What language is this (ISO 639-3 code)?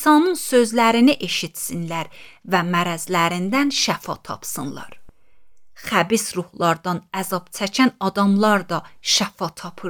aze